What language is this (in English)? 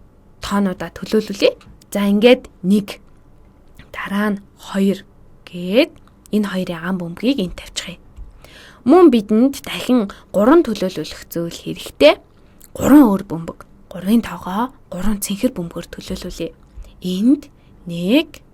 Mongolian